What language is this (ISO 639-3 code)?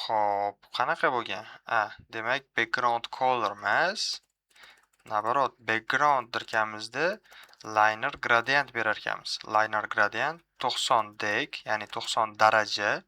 uzb